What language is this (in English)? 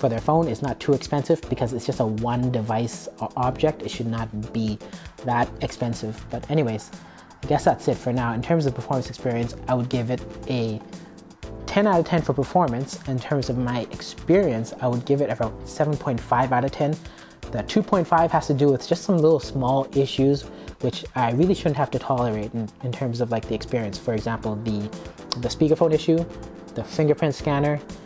English